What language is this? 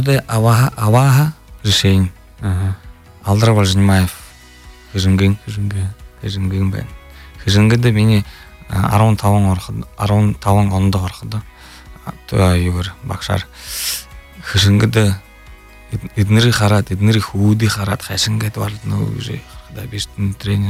Buriat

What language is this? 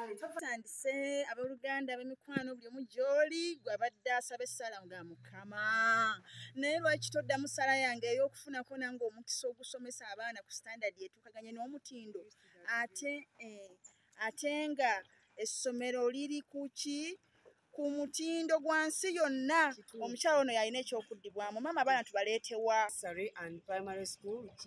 Ganda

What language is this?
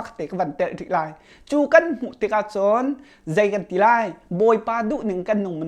Hakha Chin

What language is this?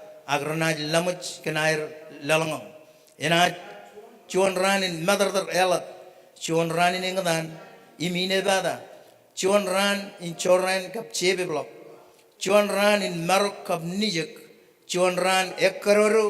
Marshallese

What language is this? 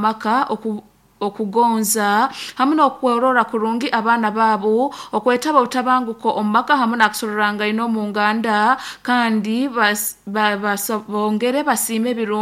Nyankole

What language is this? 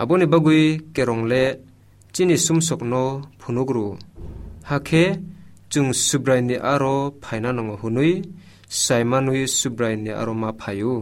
Kok Borok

